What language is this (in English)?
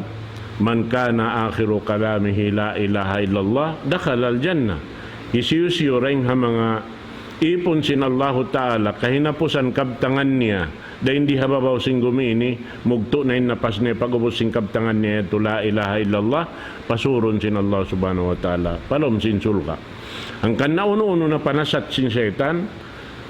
Tausug